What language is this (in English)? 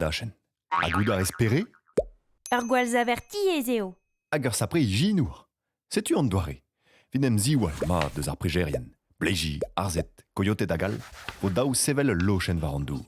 Breton